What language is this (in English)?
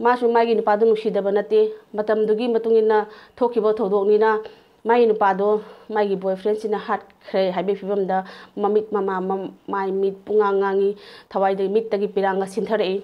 Manipuri